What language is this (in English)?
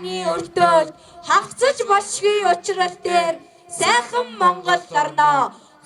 Mongolian